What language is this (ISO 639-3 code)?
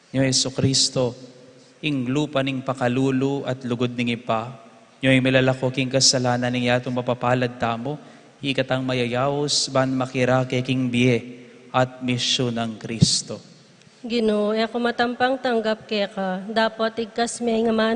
pam